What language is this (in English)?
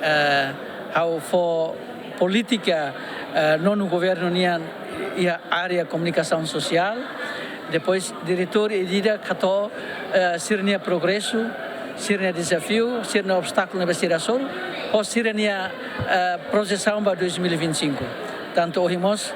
Tetum